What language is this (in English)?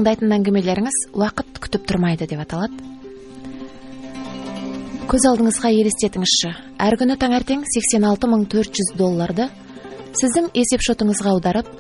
Kazakh